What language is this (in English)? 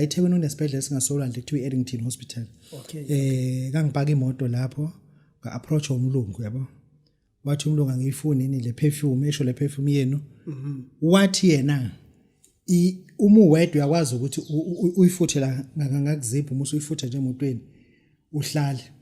Zulu